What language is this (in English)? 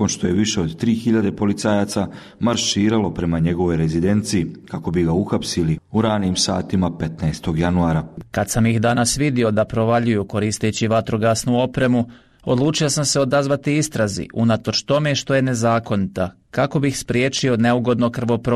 Bosnian